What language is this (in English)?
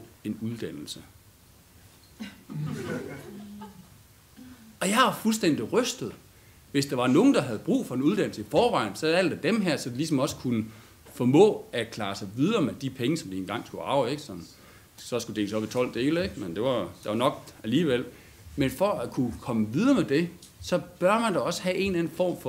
Danish